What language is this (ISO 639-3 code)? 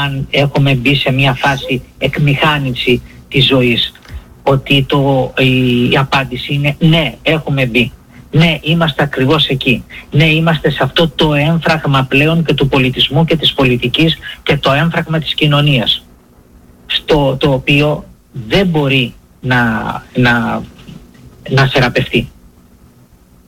ell